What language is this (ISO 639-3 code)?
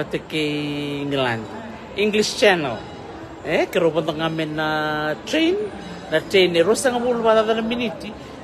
fij